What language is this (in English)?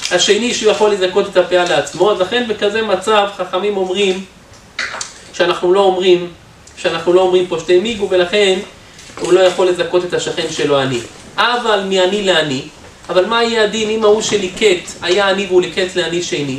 Hebrew